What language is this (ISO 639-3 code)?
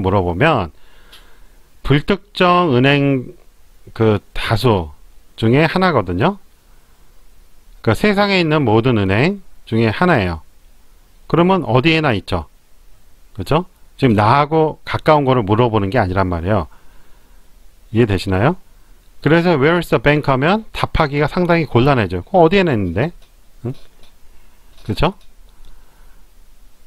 kor